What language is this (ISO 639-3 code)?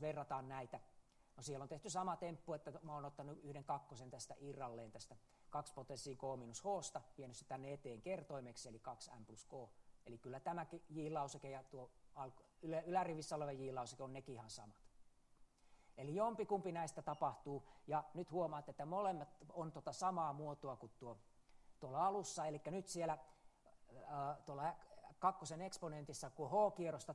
fin